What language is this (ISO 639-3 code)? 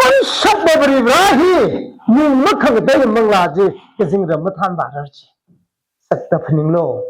nmf